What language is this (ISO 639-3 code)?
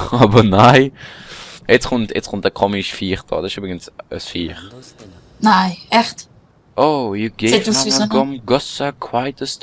gsw